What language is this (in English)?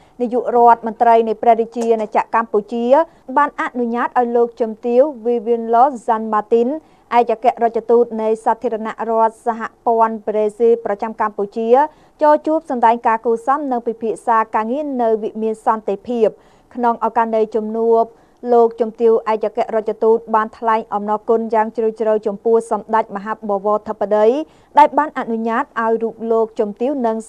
Khmer